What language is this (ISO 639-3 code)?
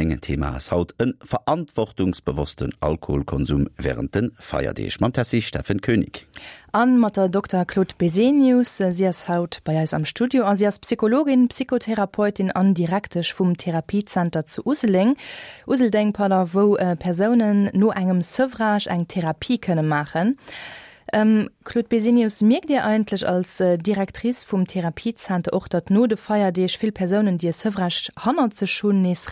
ltz